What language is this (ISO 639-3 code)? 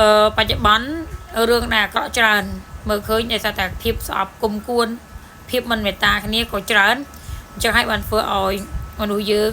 khm